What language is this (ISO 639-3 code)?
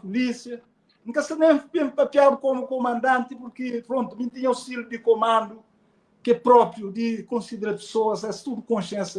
kea